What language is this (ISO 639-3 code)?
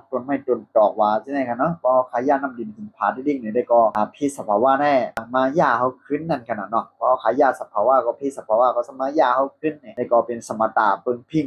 shn